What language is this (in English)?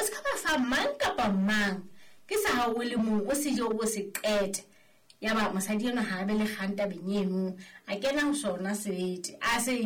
Southern Sotho